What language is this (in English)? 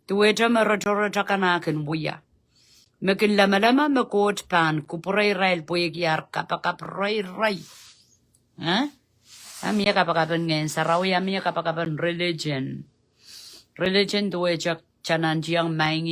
Pohnpeian